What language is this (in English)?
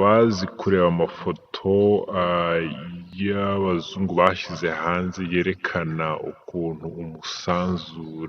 Kinyarwanda